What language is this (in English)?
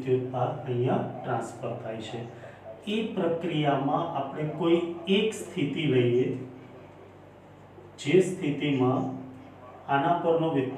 Gujarati